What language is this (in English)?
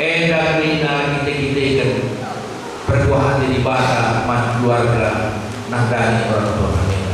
Batak Karo